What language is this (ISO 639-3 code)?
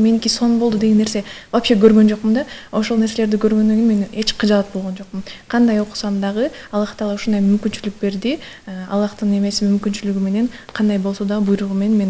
kir